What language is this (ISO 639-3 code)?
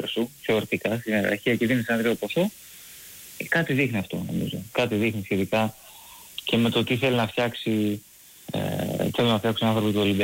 ell